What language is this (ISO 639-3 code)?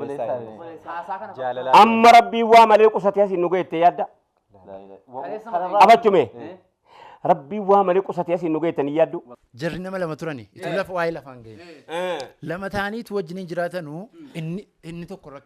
orm